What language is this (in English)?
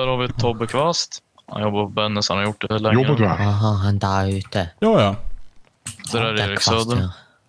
Swedish